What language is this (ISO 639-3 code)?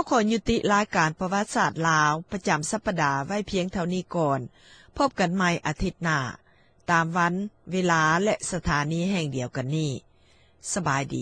lao